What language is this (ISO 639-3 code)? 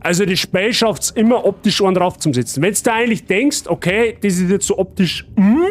bar